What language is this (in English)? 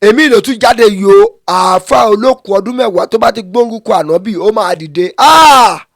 Yoruba